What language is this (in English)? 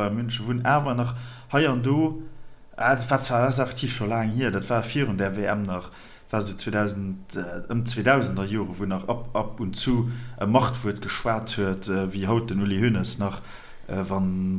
Luxembourgish